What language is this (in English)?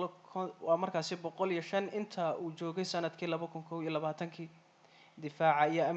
Somali